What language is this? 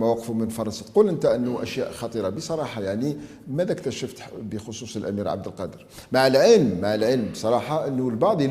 Algerian Arabic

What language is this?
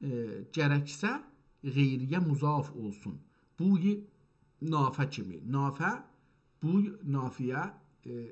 South Azerbaijani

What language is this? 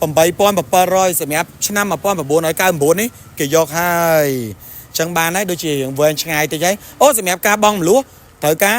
Khmer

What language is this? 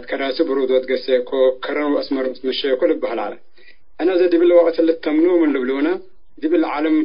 Tigre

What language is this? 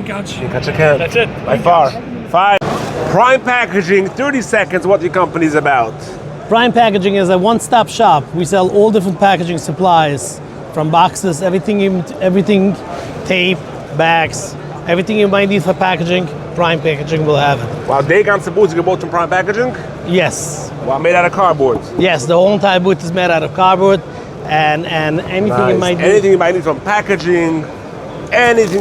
Yiddish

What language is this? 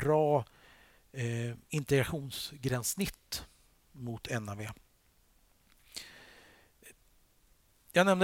Swedish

